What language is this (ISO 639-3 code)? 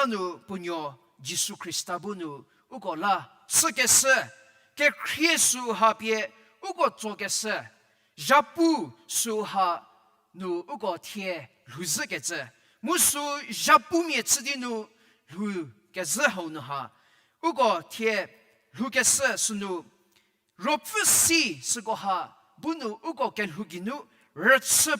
njm